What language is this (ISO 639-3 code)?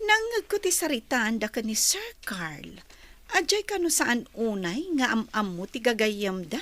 ilo